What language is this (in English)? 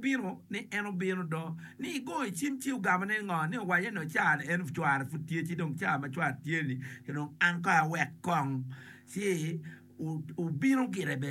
Acoli